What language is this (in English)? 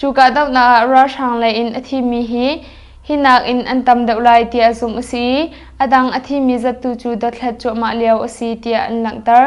Hakha Chin